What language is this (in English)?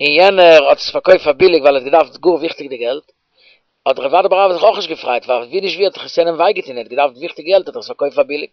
Yiddish